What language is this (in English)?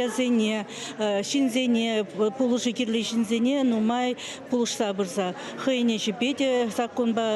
Chuvash